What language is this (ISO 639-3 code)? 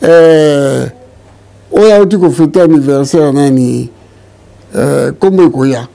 lin